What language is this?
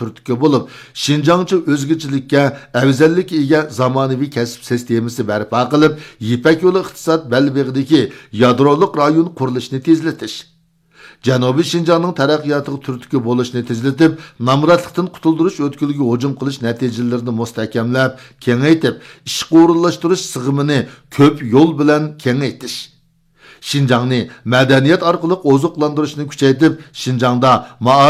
Uyghur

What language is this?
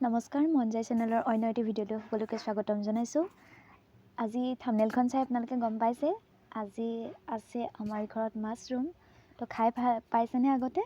Assamese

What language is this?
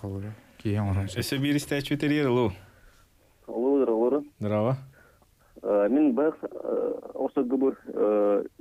Yakut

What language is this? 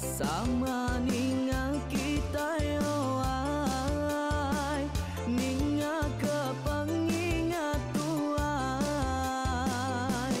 Iban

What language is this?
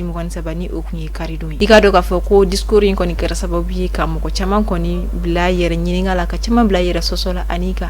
Bambara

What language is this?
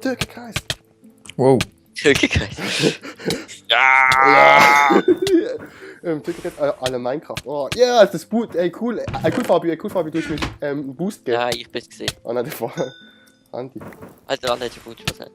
Swiss German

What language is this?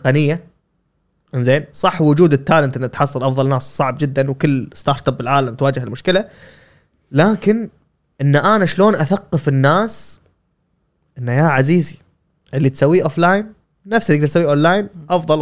Gulf Arabic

